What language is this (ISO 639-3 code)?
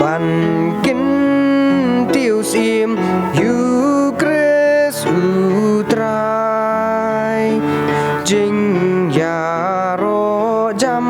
kha